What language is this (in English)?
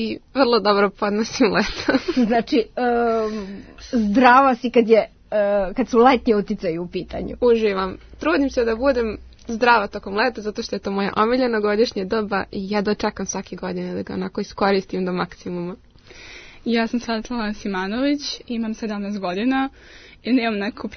Serbian